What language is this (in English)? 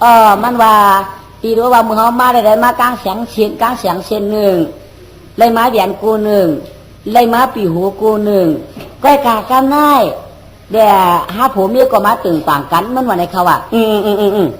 Shan